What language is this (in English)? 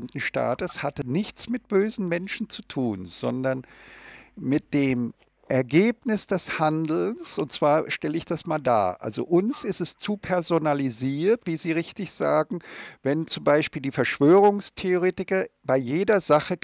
German